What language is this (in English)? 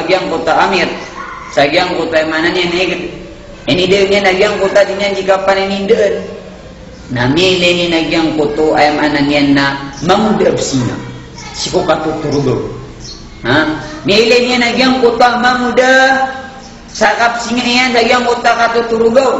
Maranao